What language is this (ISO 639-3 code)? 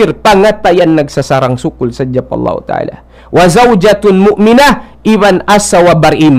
tsg